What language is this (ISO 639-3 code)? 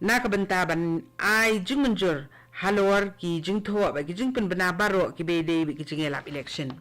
kha